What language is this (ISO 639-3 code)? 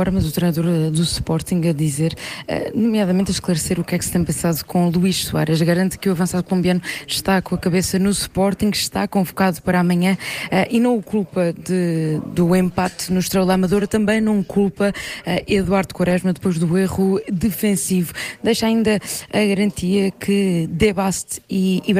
por